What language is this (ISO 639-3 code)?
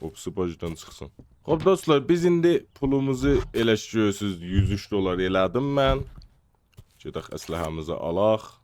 azb